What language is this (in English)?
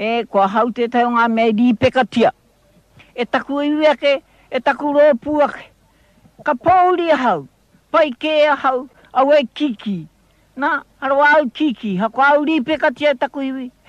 Māori